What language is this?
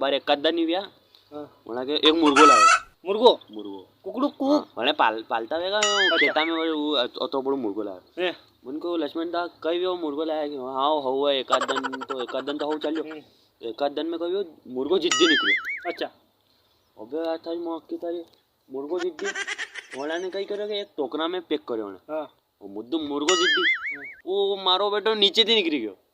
Rajasthani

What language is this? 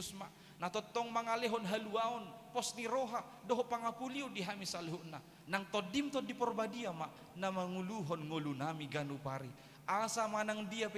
Batak Toba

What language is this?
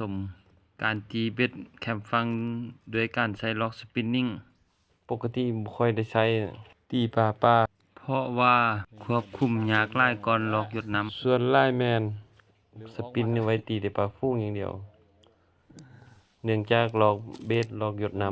Lao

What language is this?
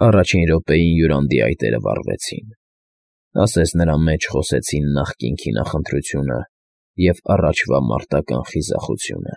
Armenian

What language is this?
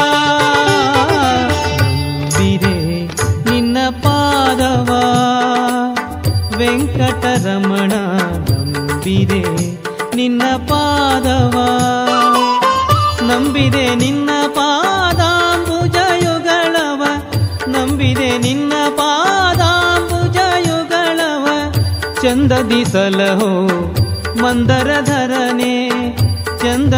Kannada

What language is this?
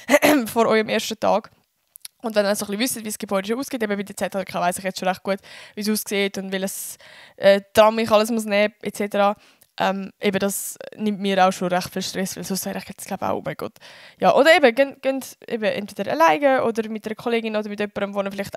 Swiss German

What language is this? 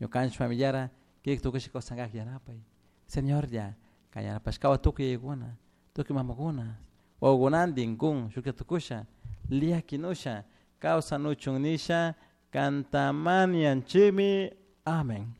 Chimborazo Highland Quichua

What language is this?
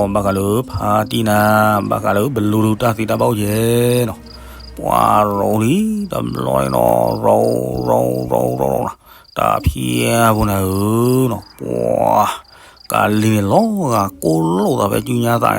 S'gaw Karen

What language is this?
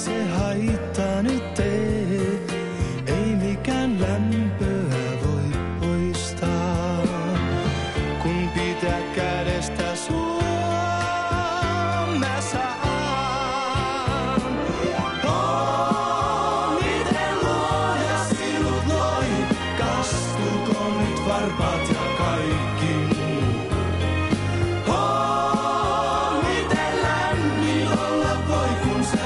Finnish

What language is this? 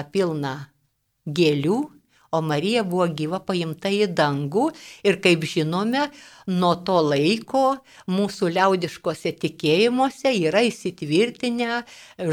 Lithuanian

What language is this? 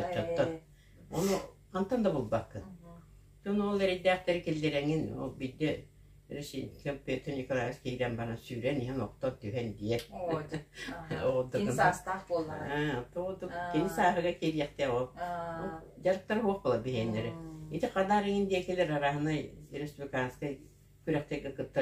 Yakut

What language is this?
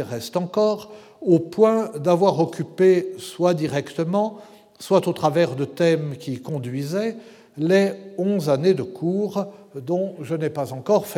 French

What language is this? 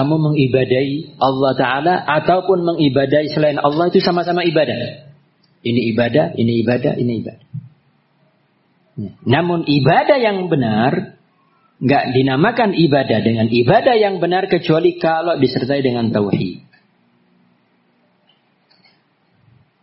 Indonesian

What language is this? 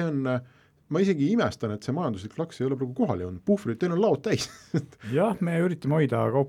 Estonian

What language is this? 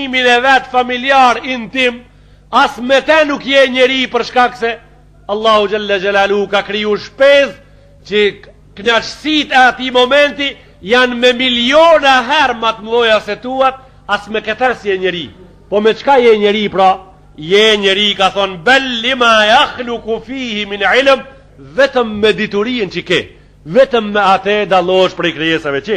Albanian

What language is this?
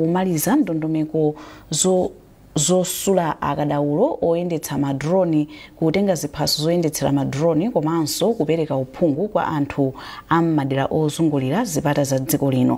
Nyanja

